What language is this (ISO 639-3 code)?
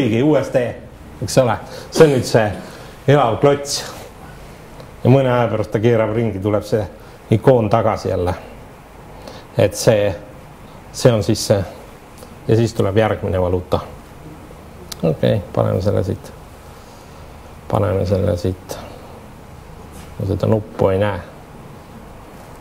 est